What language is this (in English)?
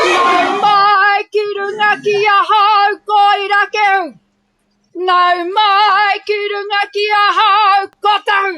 Māori